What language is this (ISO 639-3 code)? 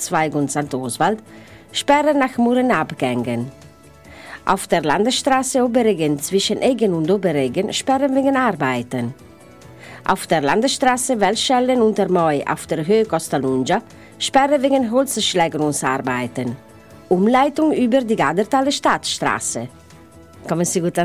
deu